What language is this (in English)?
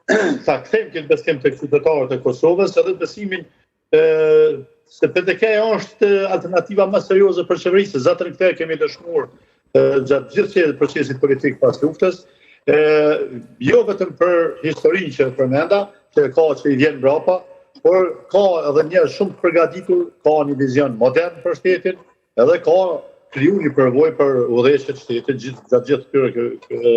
Albanian